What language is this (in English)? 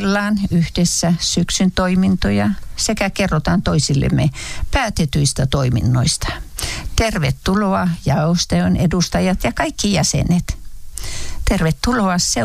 Finnish